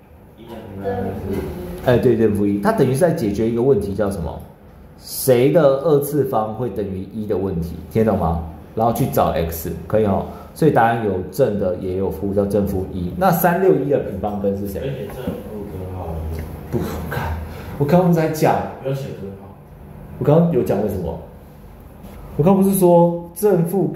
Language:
Chinese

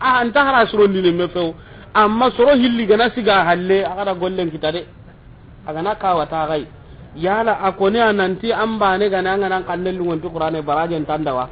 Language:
Soninke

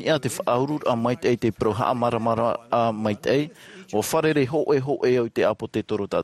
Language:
Tahitian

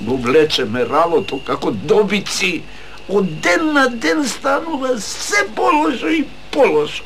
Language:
Macedonian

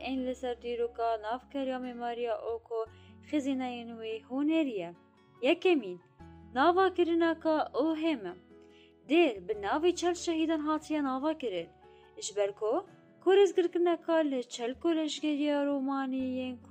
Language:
Kurdish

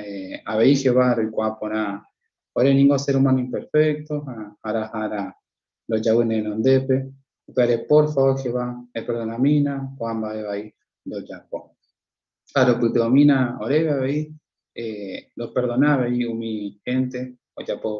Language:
Guarani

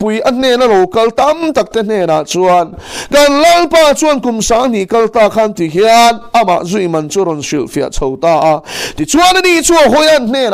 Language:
Mizo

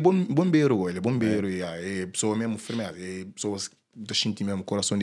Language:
Kabuverdianu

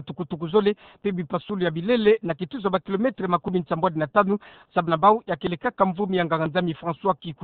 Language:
Kituba (Democratic Republic of Congo)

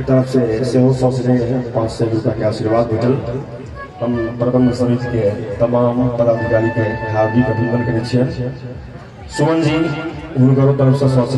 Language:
Maithili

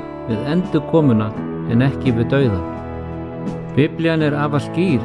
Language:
Icelandic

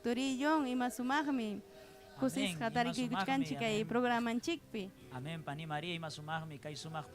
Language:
Ayacucho Quechua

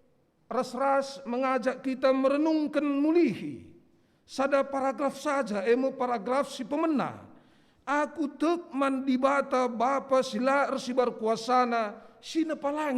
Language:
Batak Karo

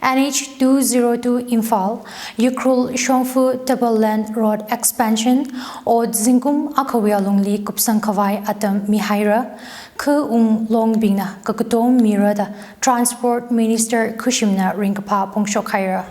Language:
Tangkhul Naga (India)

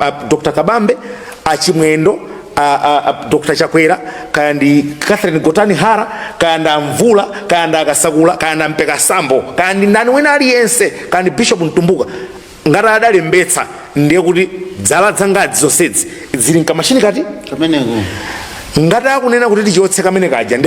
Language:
Nyanja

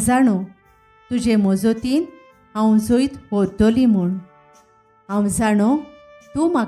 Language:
Konkani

